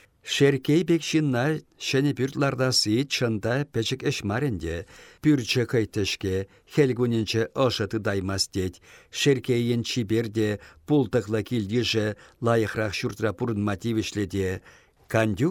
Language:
Chuvash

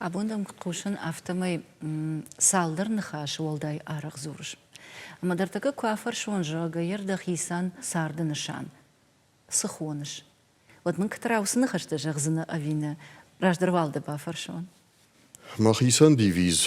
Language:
Ossetic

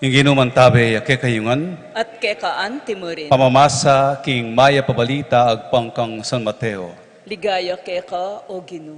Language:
Pampanga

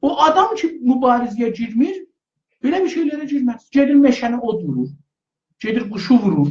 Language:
South Azerbaijani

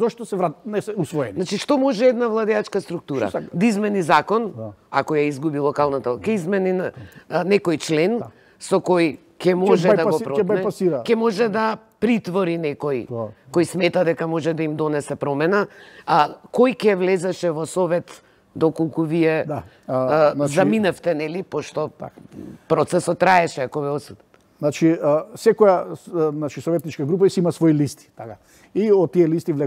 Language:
Macedonian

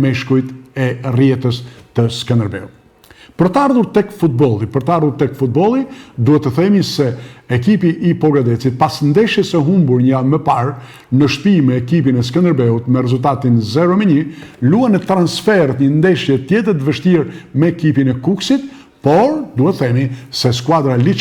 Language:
Albanian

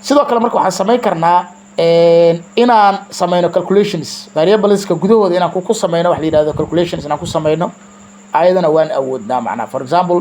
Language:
Somali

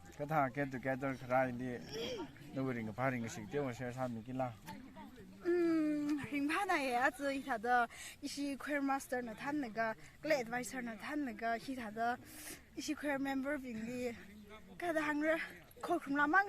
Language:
Tangkhul Naga (India)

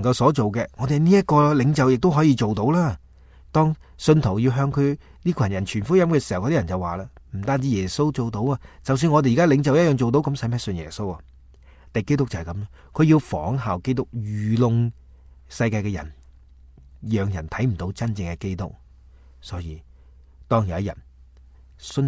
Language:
Cantonese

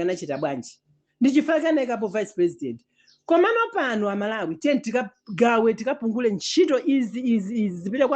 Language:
Nyanja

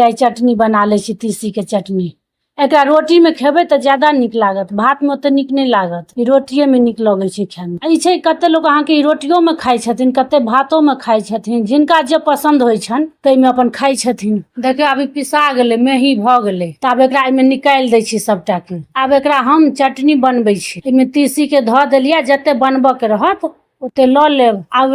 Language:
Maithili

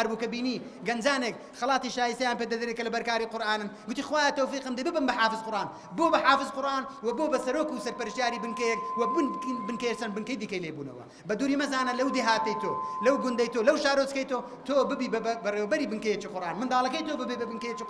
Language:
Central Kurdish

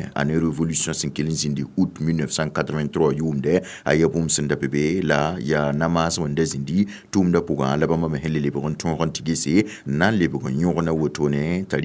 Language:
Mossi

